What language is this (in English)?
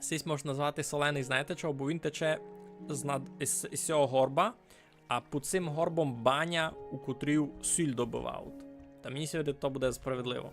Rusyn